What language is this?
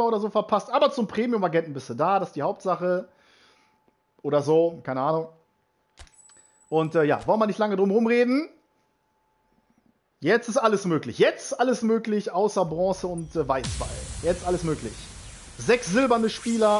German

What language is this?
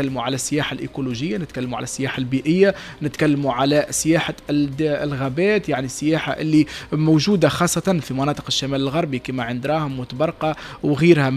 Tunisian Arabic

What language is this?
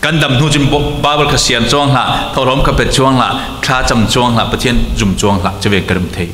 Falam Chin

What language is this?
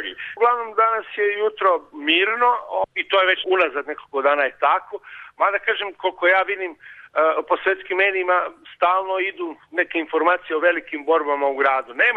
Serbian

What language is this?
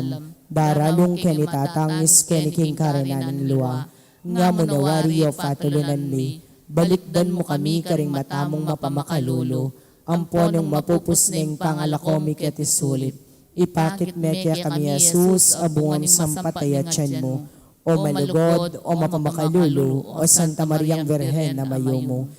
Pampanga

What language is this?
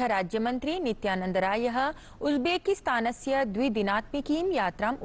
Sanskrit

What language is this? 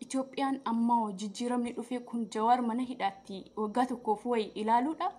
Oromo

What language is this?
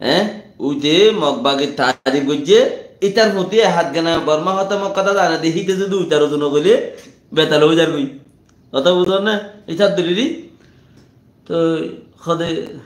Rohingya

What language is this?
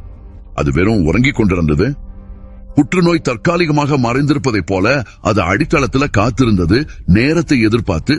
Tamil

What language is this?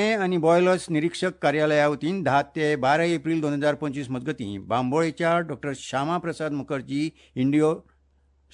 Konkani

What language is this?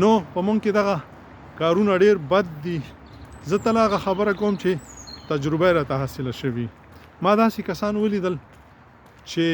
Pashto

